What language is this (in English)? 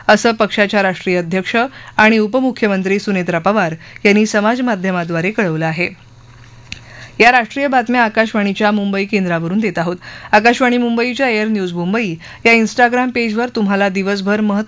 Marathi